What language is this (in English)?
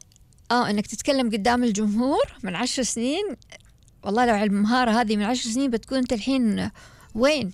Gulf Arabic